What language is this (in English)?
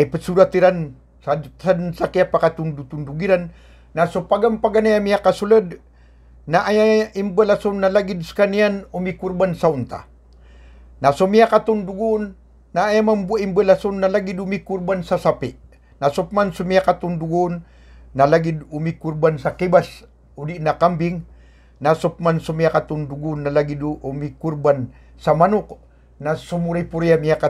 Maranao